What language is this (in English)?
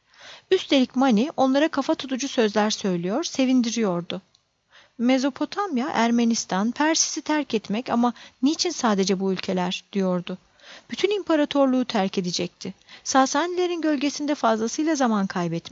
Turkish